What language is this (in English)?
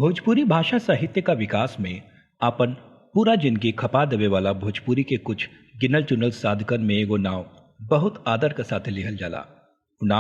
Bhojpuri